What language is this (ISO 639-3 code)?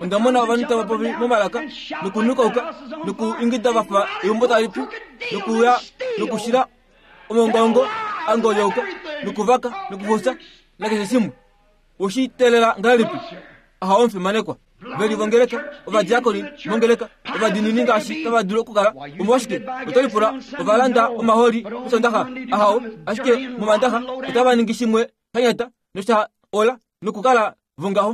kua